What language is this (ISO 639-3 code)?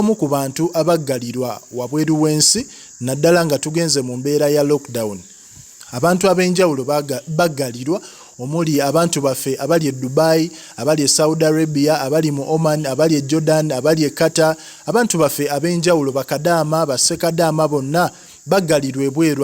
lug